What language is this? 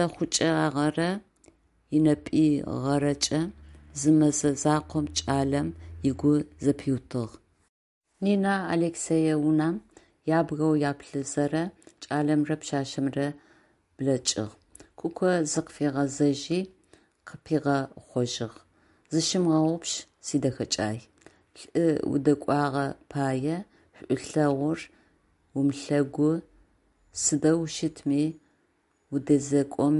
Adyghe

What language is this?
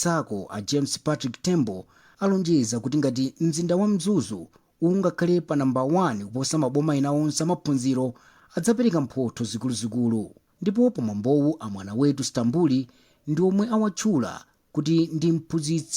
Nyanja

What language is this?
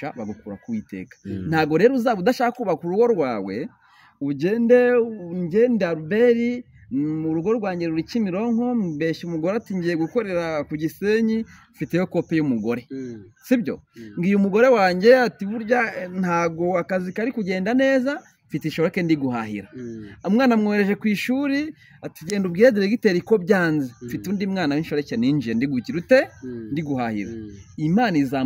Kinyarwanda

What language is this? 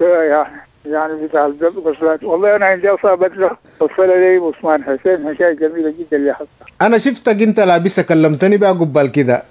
Sudanese Arabic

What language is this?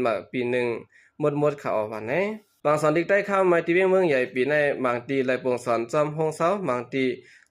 Shan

